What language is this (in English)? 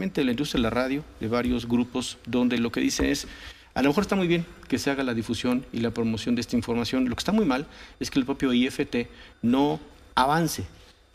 Spanish